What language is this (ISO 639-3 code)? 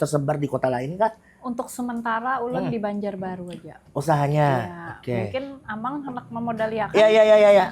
bjn